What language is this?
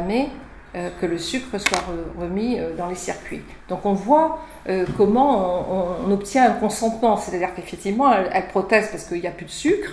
French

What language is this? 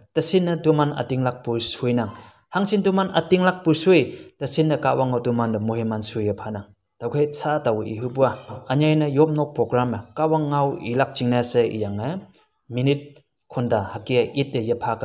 Konyak Naga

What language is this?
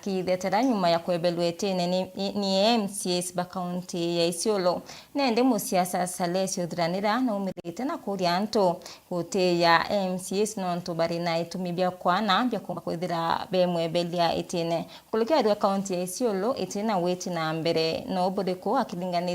Meru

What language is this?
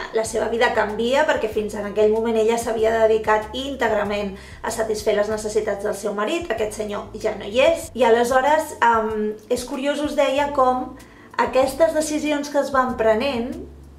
Catalan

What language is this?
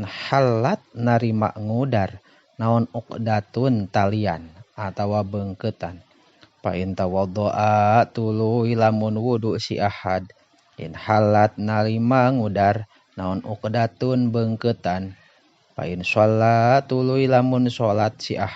Sundanese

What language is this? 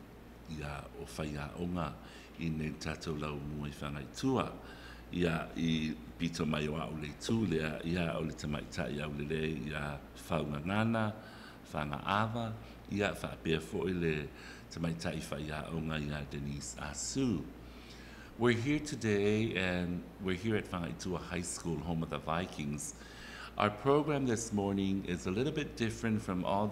Samoan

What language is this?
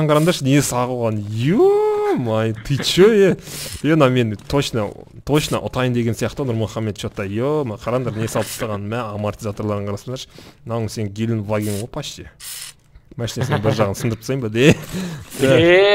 Kazakh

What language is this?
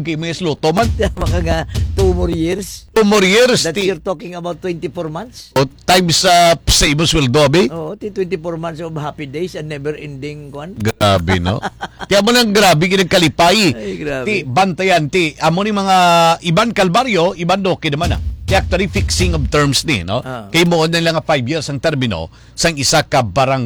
Hiligaynon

